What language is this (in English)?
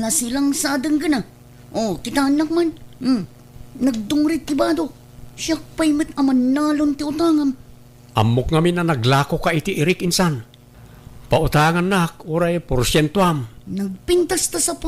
Iloko